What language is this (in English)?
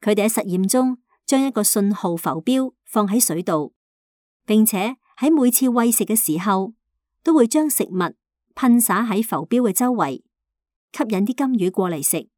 Cantonese